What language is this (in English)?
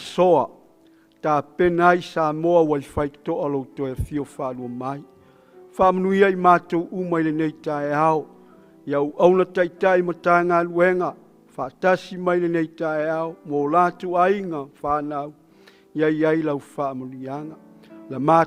Samoan